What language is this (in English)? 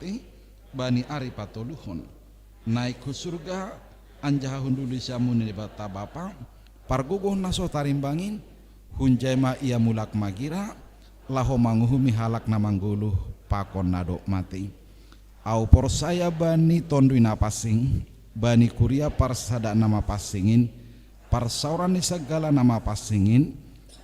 Batak Simalungun